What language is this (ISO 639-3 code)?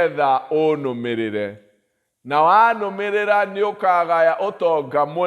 kik